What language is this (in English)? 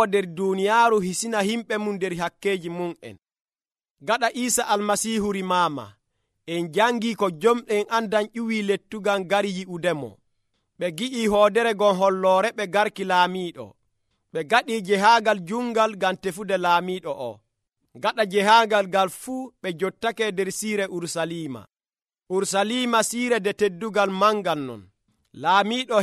Nigerian Fulfulde